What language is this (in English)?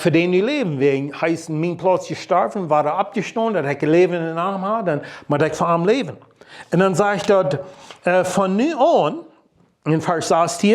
Plautdietsch